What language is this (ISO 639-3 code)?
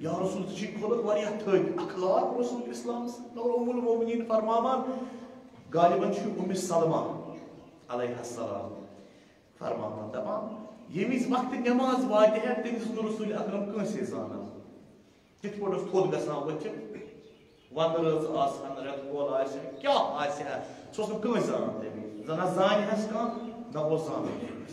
kas